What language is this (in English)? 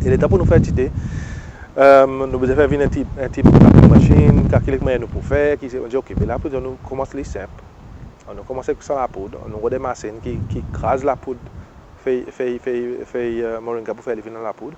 Seselwa Creole French